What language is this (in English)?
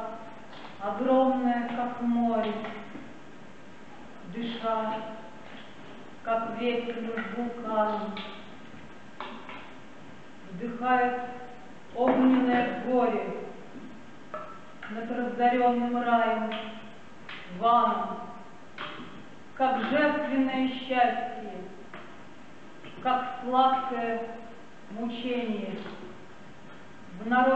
Russian